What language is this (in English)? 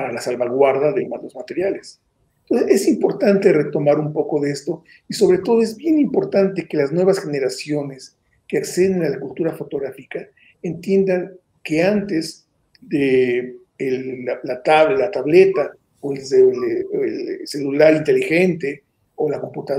Spanish